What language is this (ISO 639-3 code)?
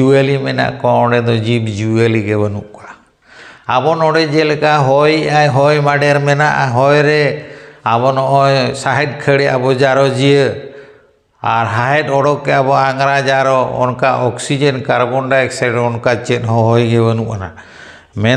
sat